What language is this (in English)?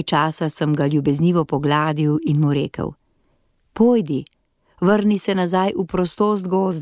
Slovenian